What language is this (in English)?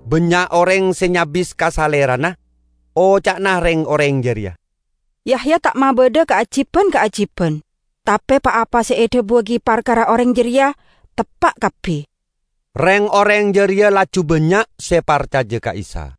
Madurese